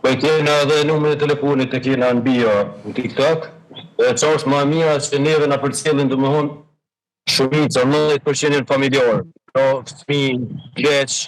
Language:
Albanian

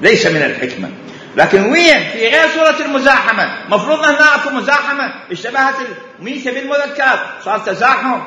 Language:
Mesopotamian Arabic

